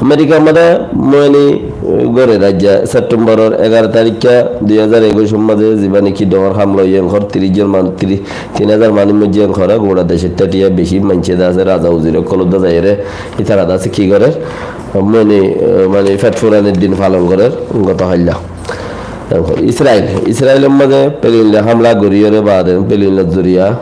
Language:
Rohingya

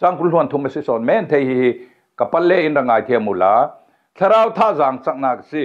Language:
Falam Chin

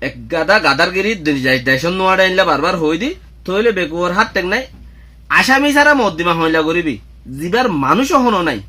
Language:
Rohingya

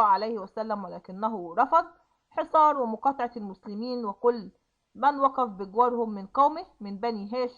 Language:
Egyptian Arabic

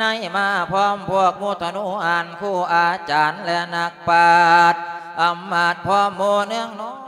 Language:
Lao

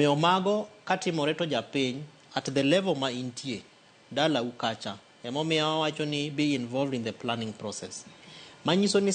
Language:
Luo (Kenya and Tanzania)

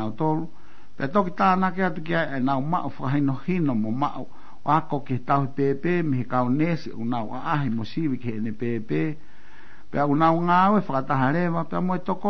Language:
Tongan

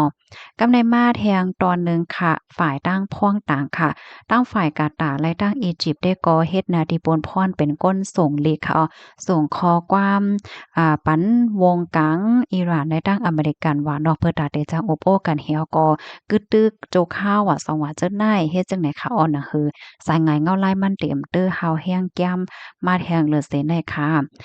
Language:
Shan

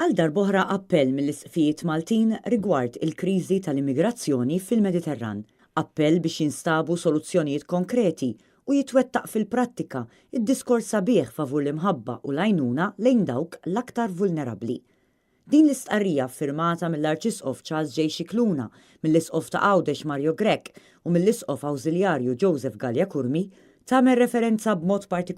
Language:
Maltese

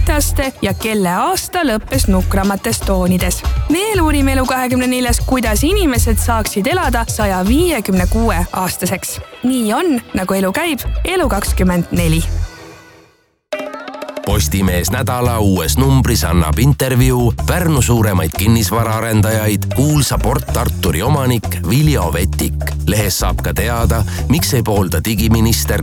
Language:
Estonian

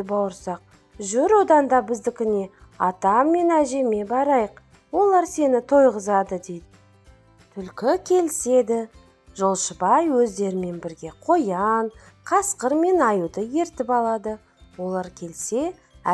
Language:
Kazakh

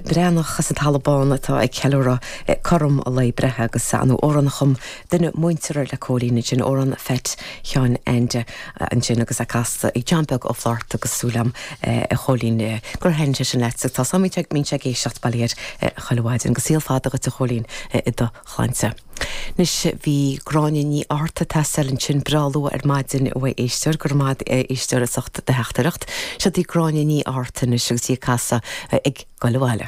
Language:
Irish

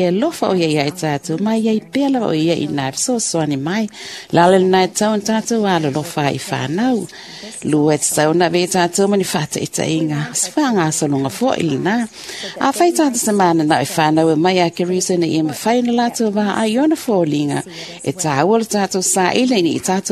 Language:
Samoan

